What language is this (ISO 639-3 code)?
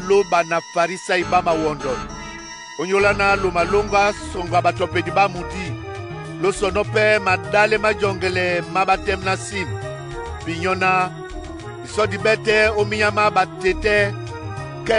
dua